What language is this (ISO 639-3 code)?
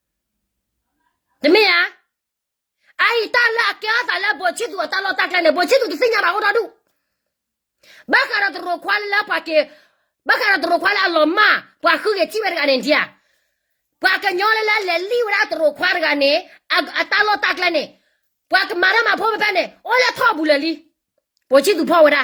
ksw